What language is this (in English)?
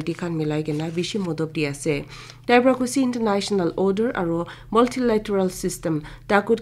Naga Pidgin